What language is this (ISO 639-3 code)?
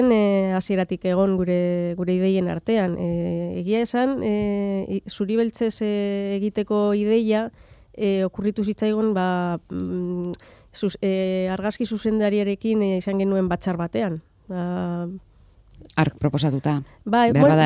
eus